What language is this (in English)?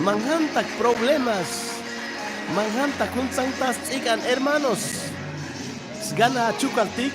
Chuj